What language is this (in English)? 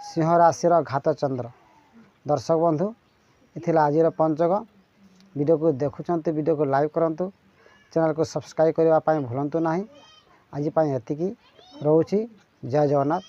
Odia